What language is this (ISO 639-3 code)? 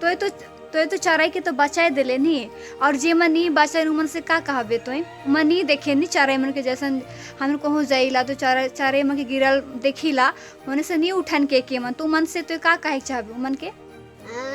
sck